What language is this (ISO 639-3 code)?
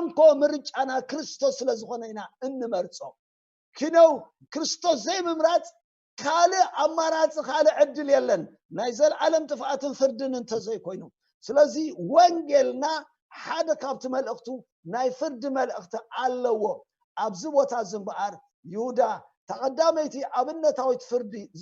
tir